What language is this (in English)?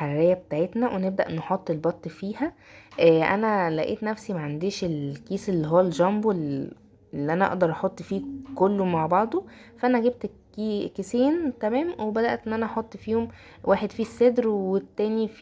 Egyptian Arabic